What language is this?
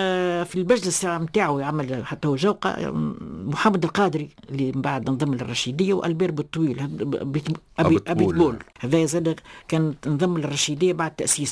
Tunisian Arabic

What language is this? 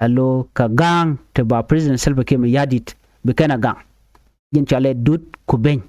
Nuer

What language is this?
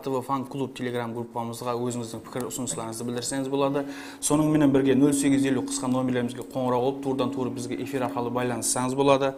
Kara-Kalpak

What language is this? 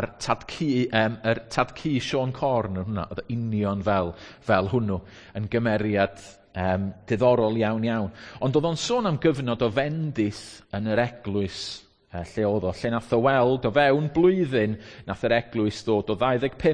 Welsh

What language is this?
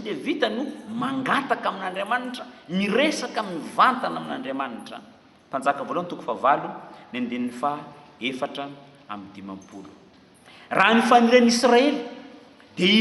Malagasy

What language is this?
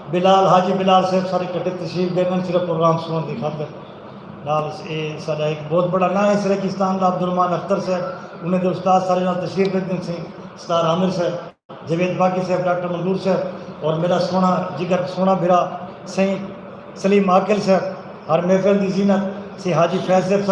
Saraiki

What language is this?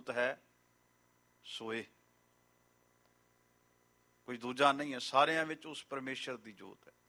Punjabi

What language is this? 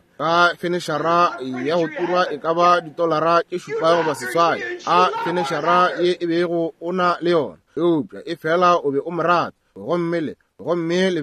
Northern Sotho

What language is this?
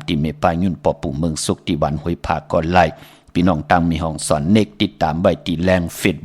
Shan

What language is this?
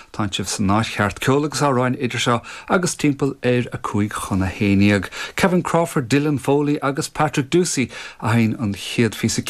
Irish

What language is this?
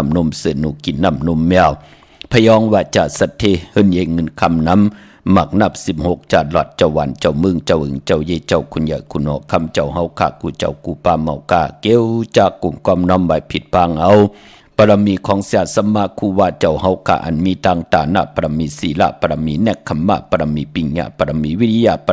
Shan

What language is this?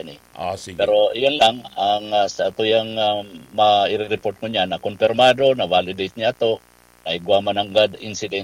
Bikol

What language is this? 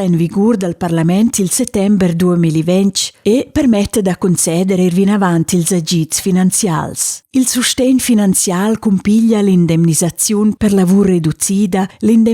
Romansh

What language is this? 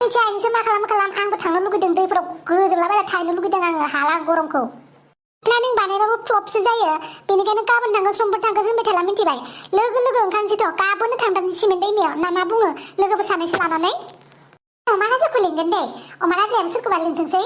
Bodo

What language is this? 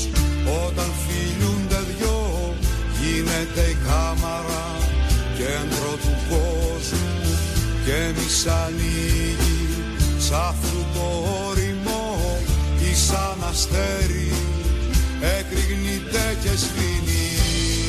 Greek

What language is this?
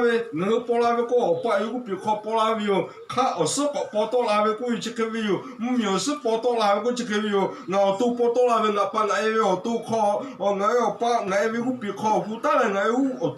Lahu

